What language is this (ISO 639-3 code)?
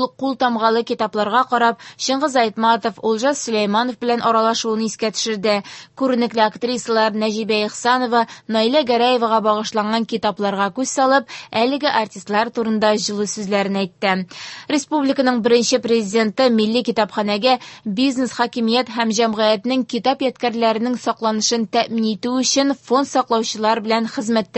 tat